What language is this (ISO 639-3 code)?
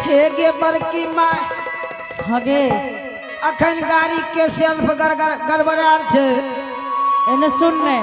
anp